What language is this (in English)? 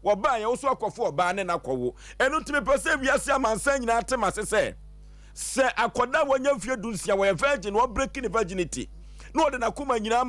Akan